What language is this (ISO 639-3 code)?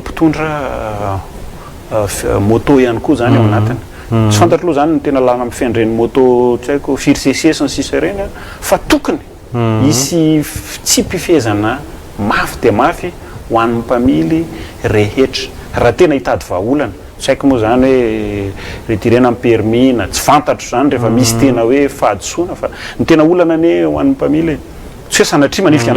mlg